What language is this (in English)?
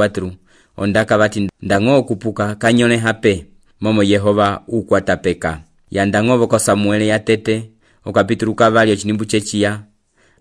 Umbundu